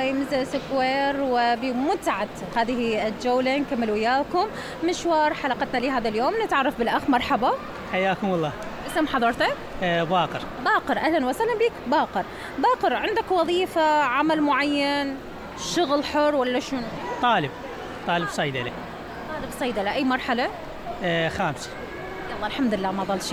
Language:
Mesopotamian Arabic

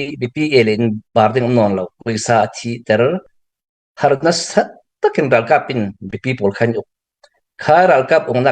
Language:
Hakha Chin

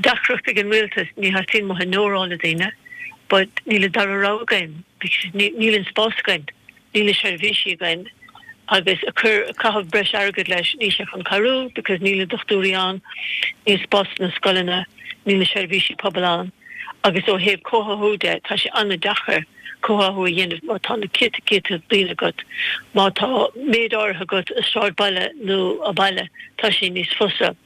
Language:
Irish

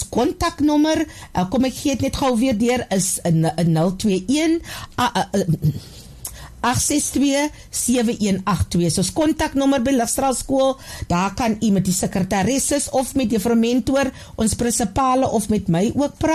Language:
Afrikaans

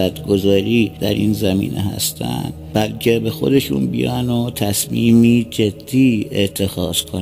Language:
Persian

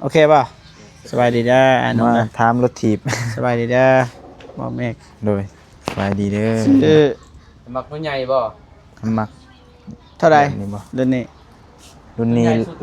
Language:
Lao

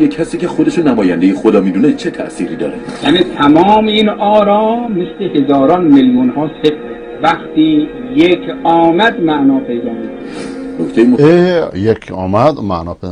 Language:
Persian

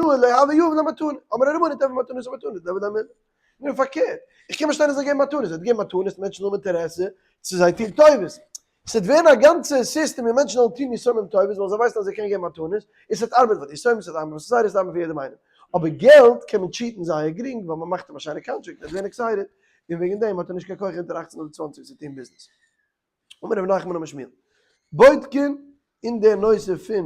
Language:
Yiddish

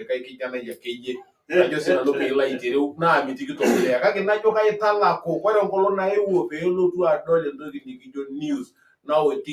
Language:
Masai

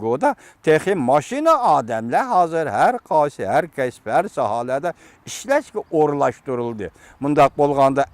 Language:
Uyghur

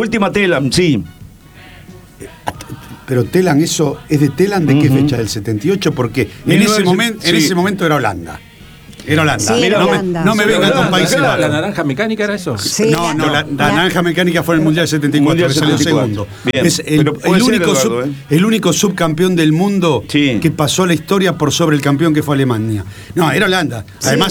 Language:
Spanish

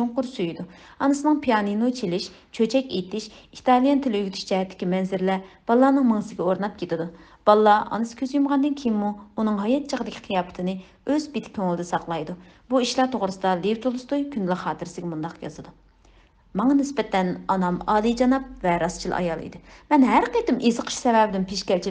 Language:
Uyghur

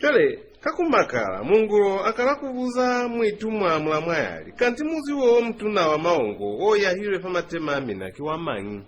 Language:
Lozi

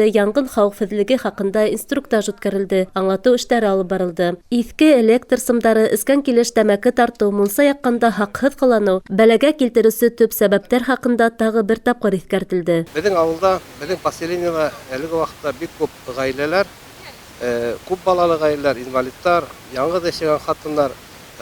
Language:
Bashkir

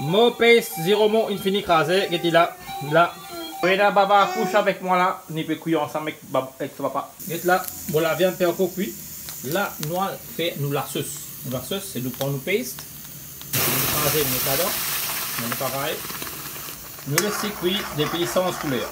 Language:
Morisyen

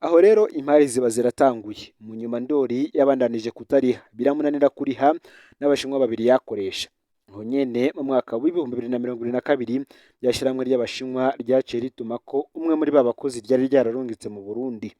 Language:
Rundi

